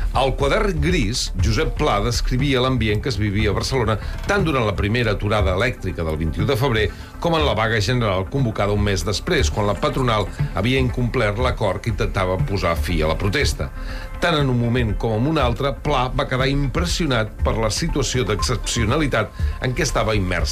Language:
Catalan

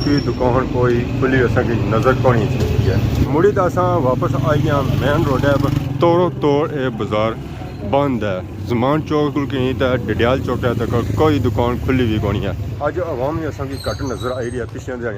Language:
Pahari-Potwari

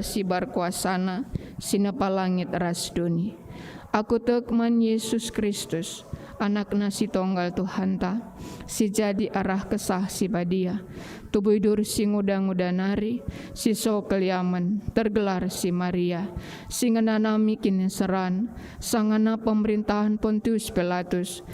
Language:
Batak Karo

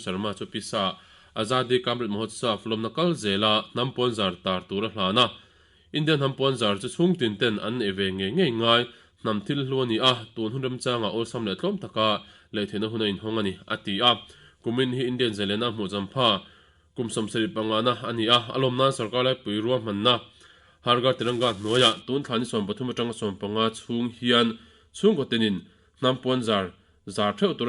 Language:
Mizo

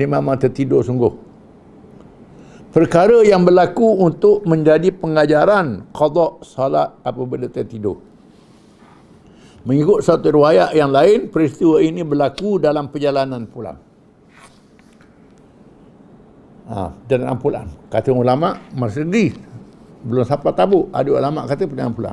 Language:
Malay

